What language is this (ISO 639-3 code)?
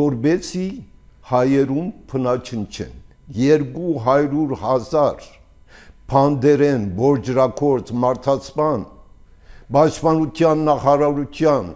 hye